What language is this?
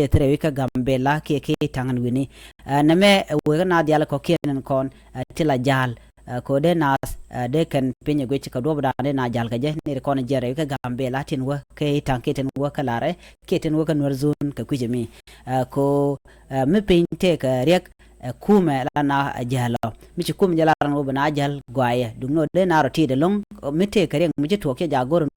Nuer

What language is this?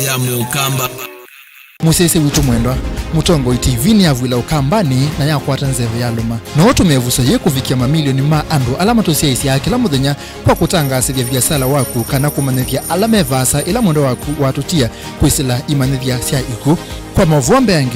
Kamba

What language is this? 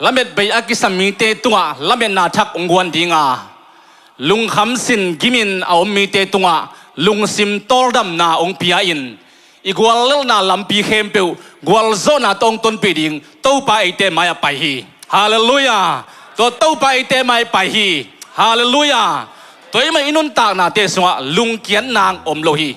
Tedim Chin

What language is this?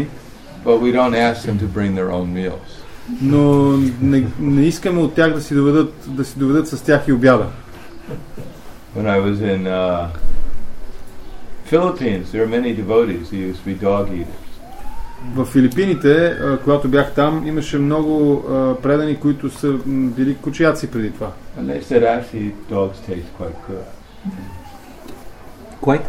Bulgarian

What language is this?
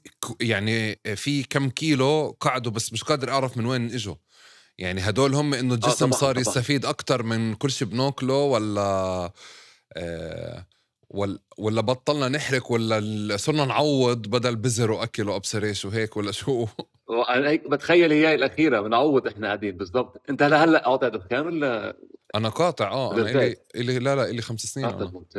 North Levantine Arabic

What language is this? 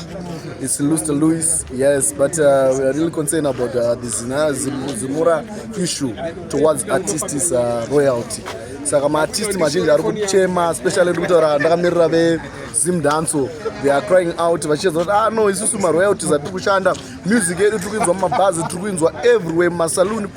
Shona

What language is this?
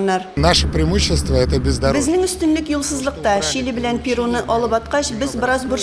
Tatar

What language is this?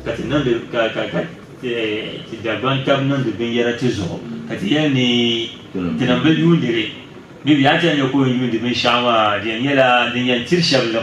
Dagbani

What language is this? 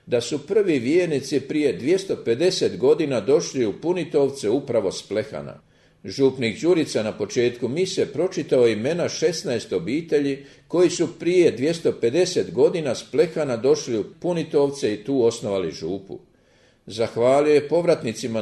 Croatian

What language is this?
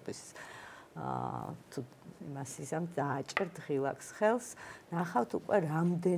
Georgian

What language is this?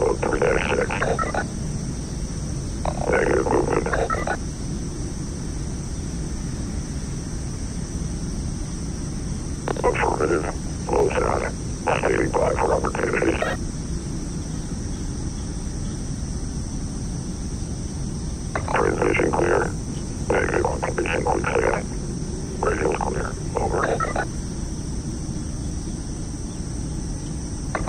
English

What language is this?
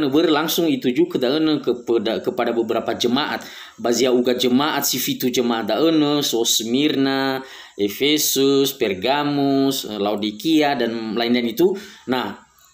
Nias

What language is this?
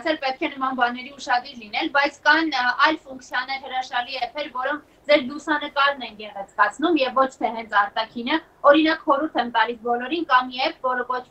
Armenian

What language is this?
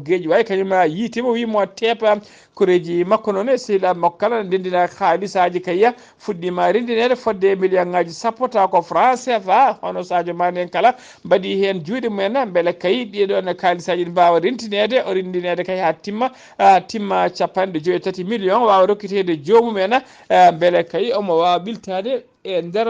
Fula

